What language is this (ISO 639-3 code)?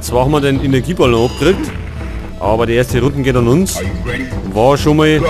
bar